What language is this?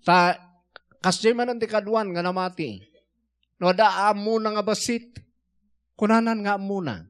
Iloko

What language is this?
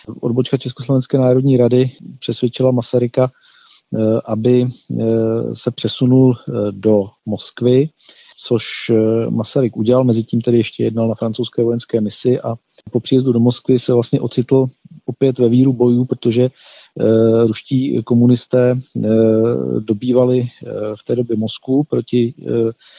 Czech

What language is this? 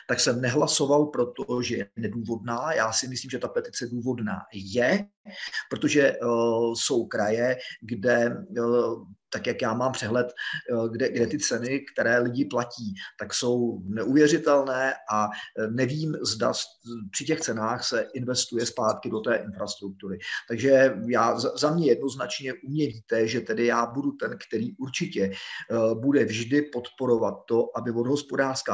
Czech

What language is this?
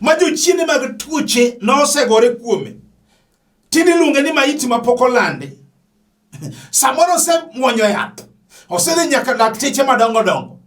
Luo (Kenya and Tanzania)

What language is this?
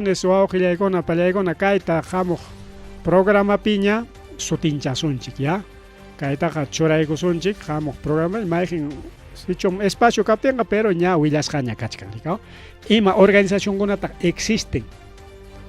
Ayacucho Quechua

